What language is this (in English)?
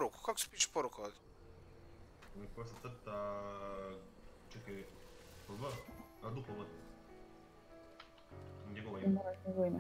Croatian